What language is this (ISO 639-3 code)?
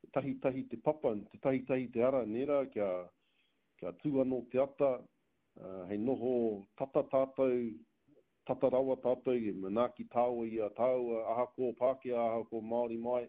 mri